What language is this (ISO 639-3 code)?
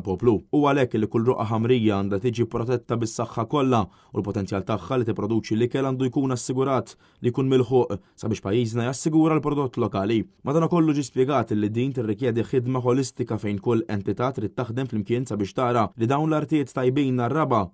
mlt